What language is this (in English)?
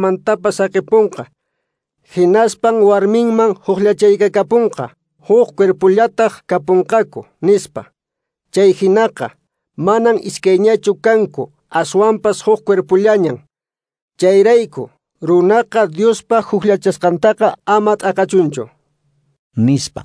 Quechua